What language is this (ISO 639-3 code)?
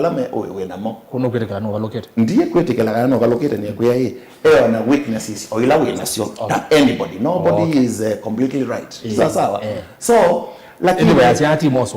kam